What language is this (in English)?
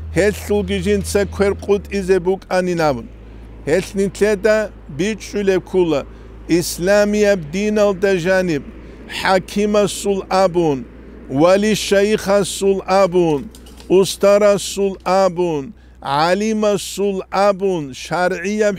Avaric